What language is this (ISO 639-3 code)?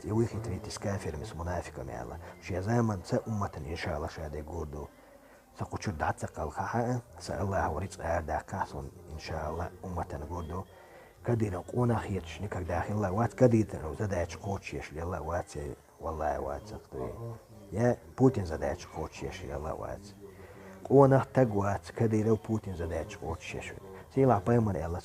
che